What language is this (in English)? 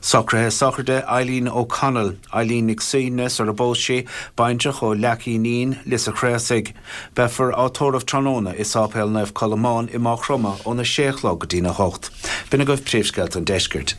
Irish